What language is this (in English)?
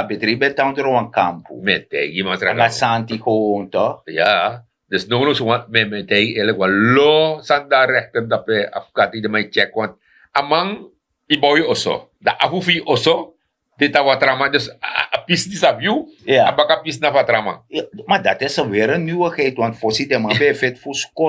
Sranan Tongo